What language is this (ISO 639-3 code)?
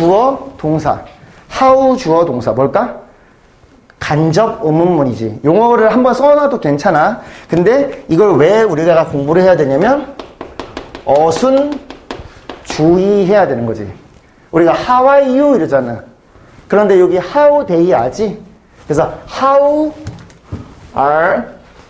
kor